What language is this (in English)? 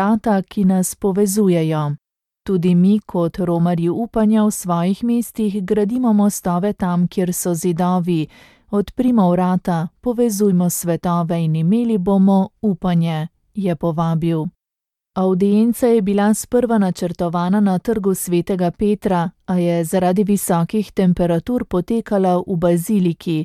Slovenian